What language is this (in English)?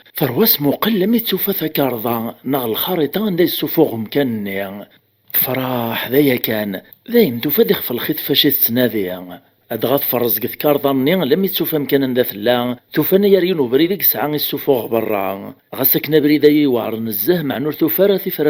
Kabyle